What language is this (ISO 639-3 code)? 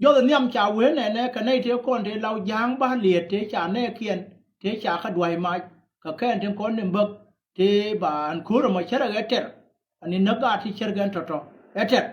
nus